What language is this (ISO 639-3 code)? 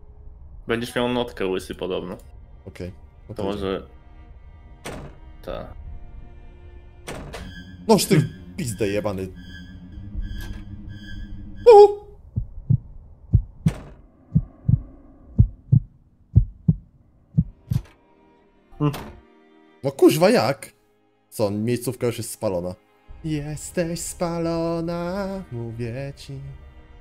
pol